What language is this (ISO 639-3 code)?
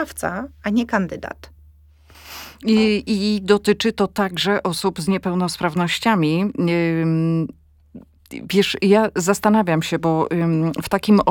pol